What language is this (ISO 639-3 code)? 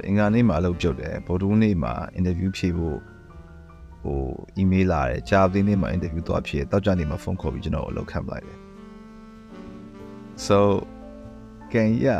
mya